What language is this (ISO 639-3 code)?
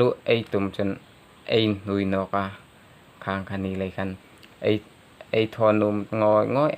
hmr